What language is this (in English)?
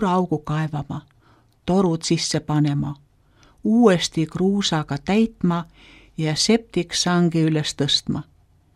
Estonian